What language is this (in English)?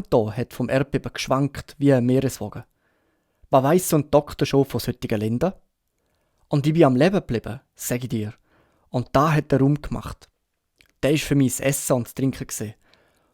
Swiss German